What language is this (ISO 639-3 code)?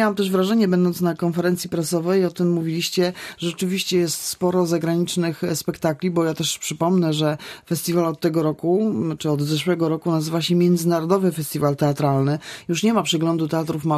pol